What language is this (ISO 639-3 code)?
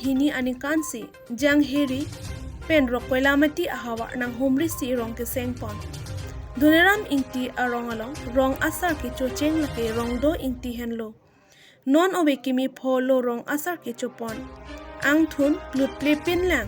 mjw